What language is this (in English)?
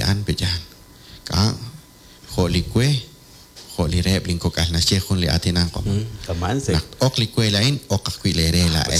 Kekchí